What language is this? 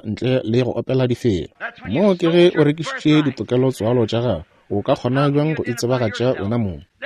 Northern Sotho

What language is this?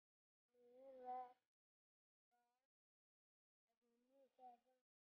Punjabi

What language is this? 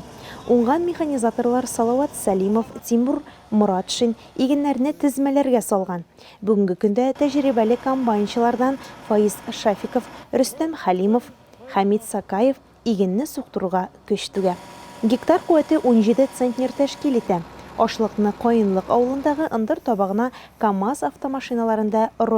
Tatar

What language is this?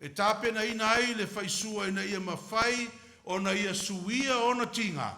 Samoan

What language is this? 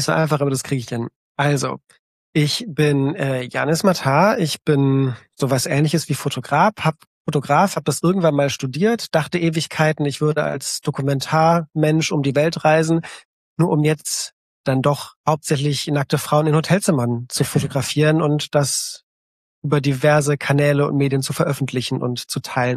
German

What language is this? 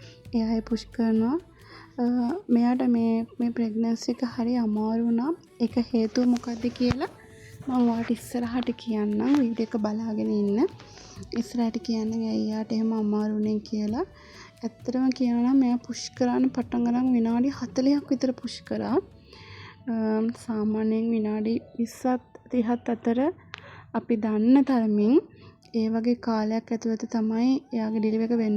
Sinhala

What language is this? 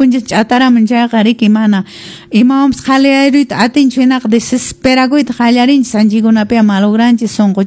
Quechua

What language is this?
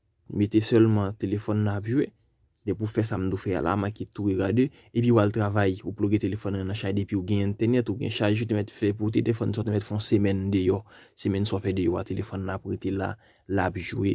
Haitian Creole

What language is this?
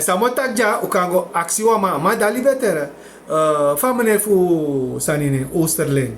Sranan Tongo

